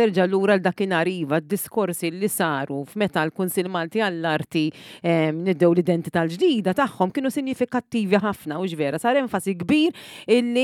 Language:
Maltese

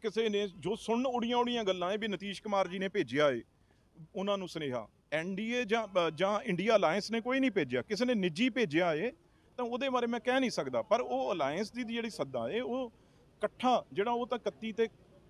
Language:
Punjabi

